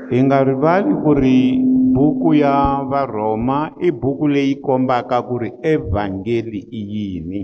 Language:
Tsonga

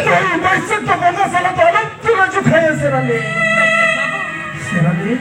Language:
Santali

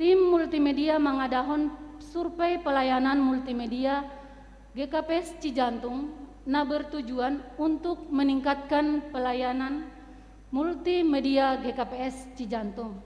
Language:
Batak Simalungun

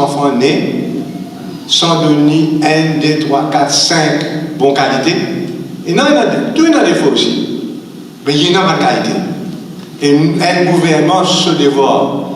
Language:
Morisyen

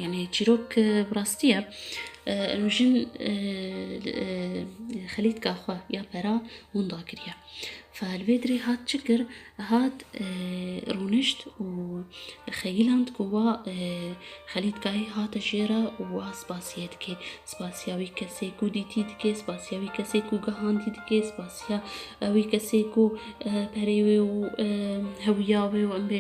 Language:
Kurdish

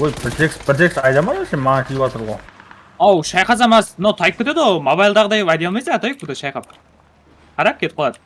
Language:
Kara-Kalpak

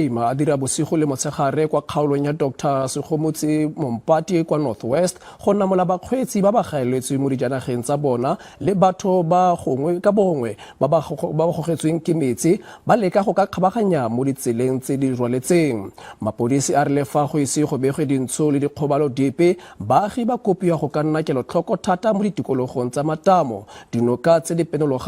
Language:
Tswana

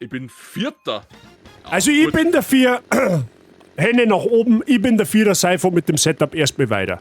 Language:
Bavarian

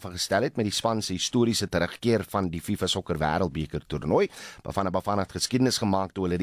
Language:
Afrikaans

